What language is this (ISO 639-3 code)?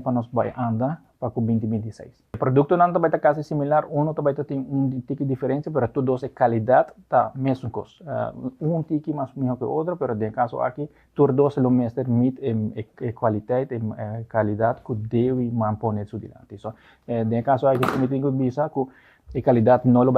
pap